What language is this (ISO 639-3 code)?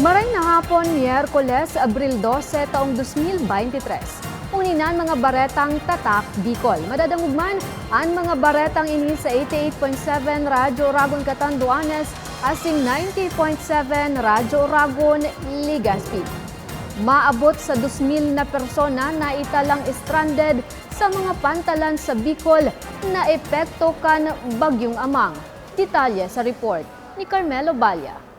bik